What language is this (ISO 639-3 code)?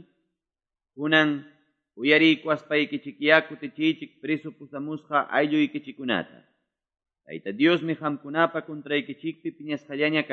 que